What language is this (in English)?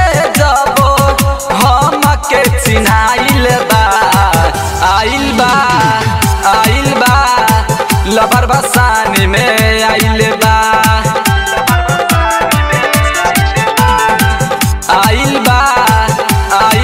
Bhojpuri